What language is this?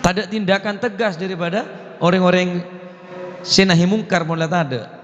Madurese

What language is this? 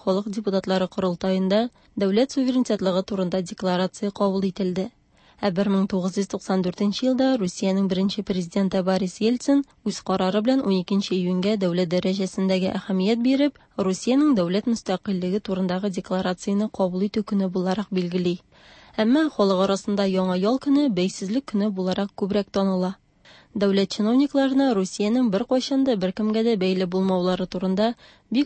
Tatar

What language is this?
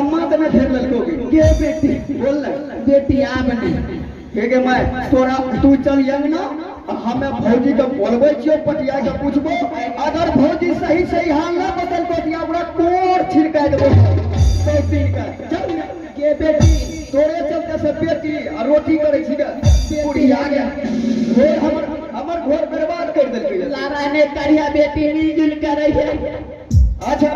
Angika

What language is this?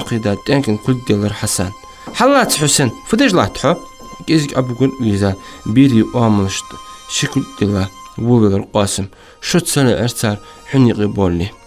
Ingush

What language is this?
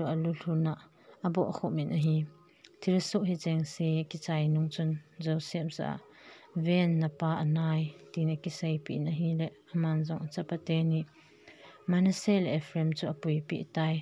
Thado Chin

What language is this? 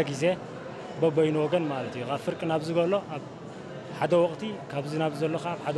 Tigrinya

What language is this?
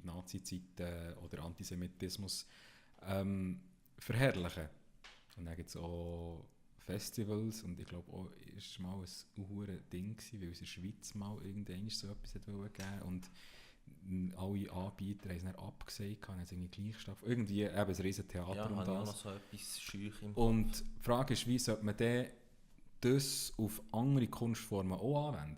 Swiss German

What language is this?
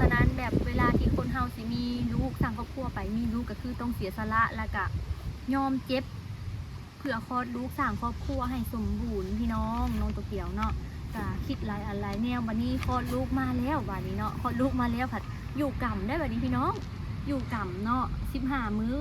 Lao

